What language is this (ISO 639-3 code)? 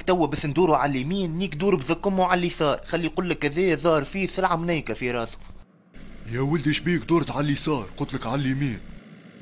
aeb